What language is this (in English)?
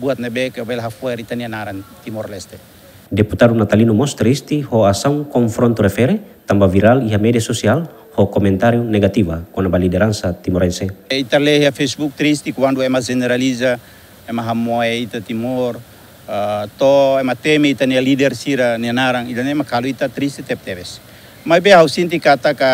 Tetum